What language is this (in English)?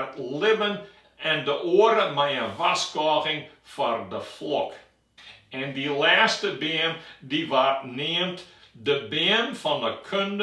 Western Frisian